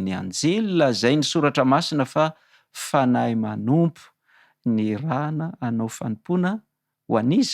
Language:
Malagasy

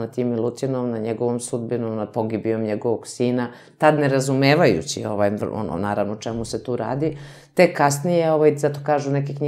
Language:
Serbian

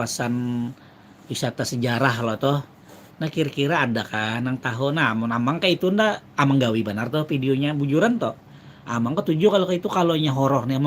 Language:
Banjar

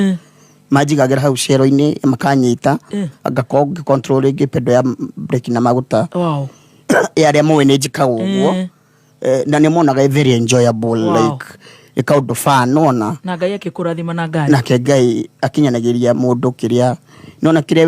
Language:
Kikuyu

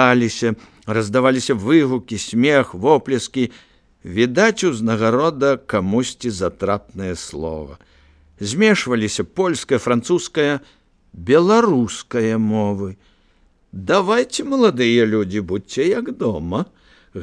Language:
Belarusian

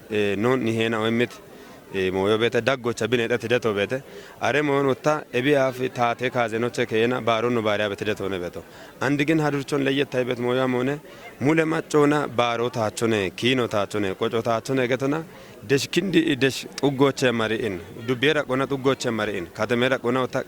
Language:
Kafa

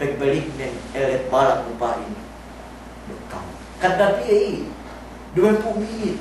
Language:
Yakan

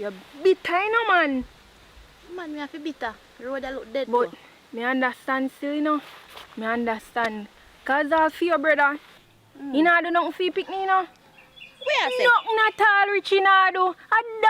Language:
Jamaican Creole English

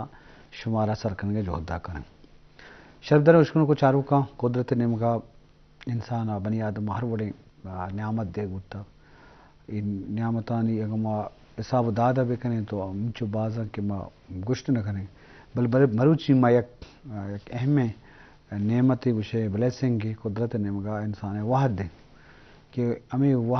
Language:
Eastern Balochi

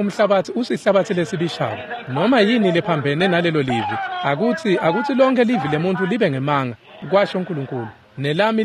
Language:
Swati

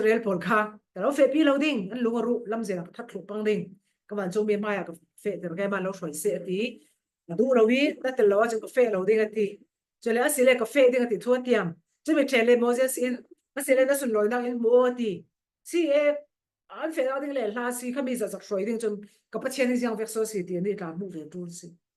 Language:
Falam Chin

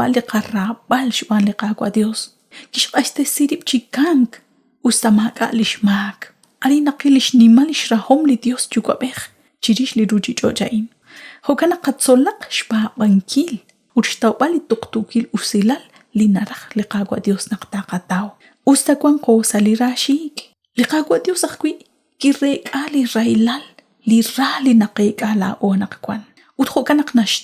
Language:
Kekchí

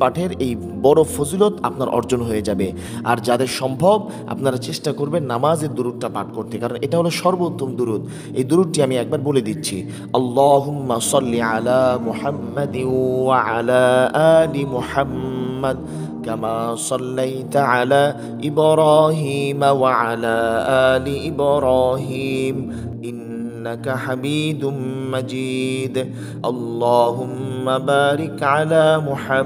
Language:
Bangla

